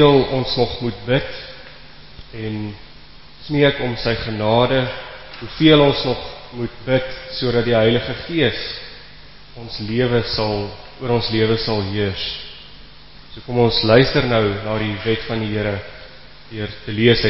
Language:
Afrikaans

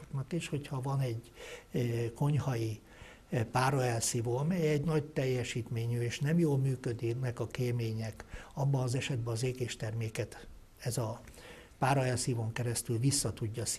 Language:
Hungarian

